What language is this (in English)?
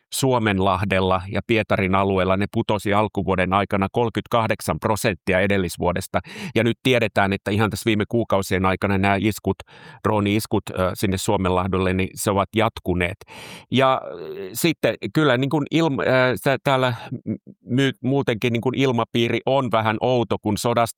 Finnish